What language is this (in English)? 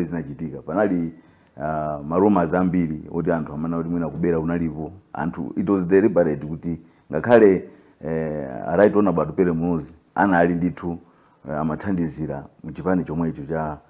Nyanja